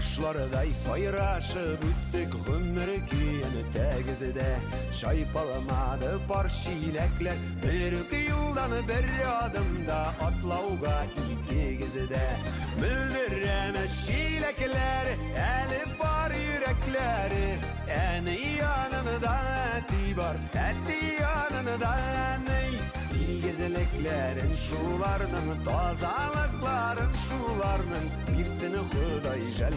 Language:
Bashkir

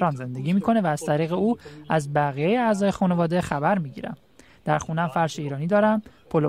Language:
Persian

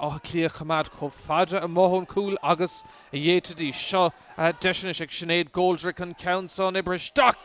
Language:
Irish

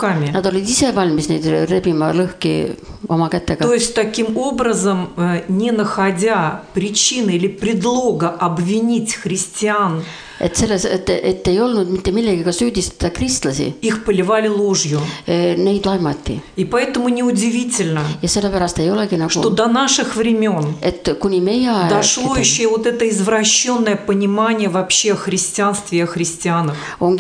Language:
Estonian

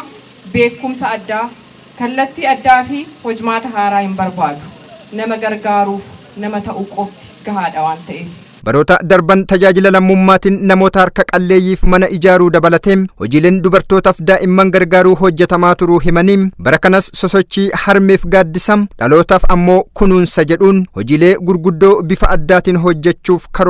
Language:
Oromo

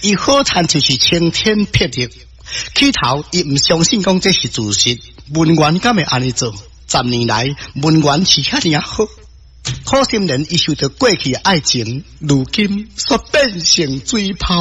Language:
Min Nan Chinese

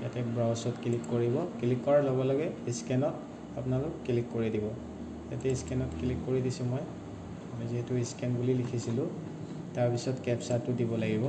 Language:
Assamese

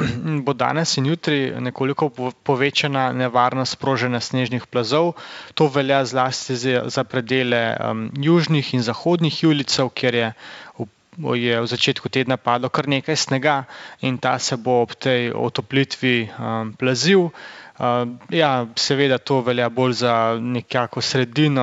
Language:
Slovenian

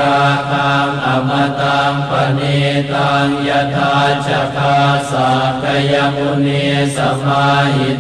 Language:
Pali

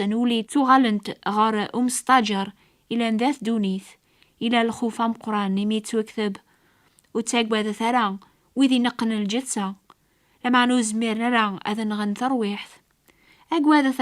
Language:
Kabyle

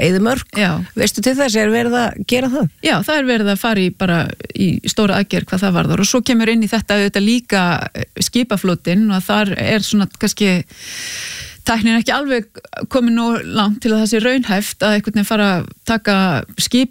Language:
Icelandic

